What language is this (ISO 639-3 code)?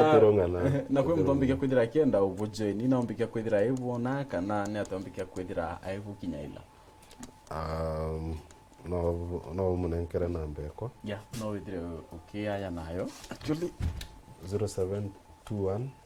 mer